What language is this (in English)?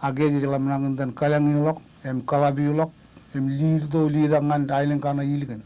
Marshallese